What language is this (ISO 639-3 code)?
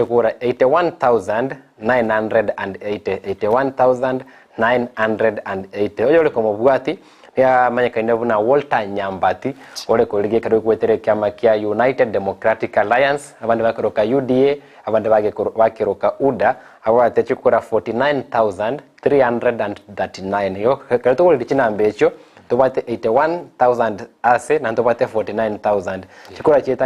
guz